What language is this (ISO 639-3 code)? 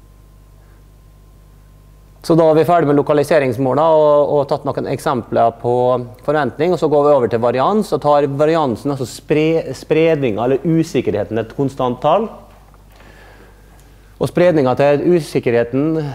nor